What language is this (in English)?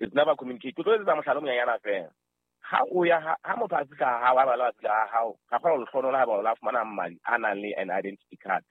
Southern Sotho